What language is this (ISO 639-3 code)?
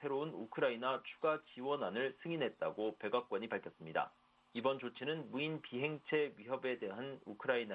kor